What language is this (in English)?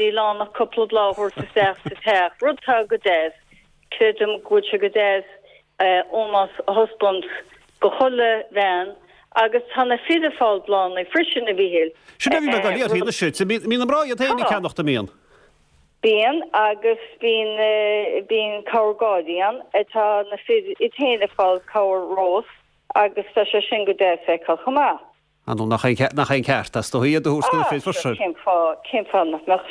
Irish